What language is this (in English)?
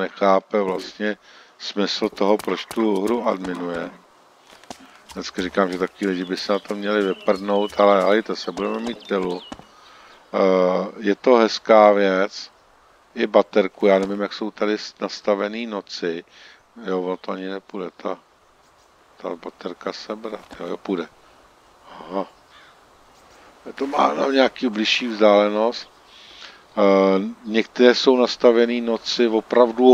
Czech